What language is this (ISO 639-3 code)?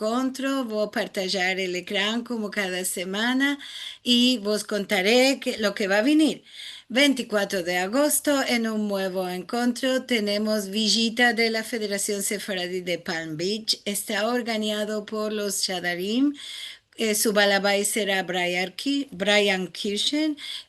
lad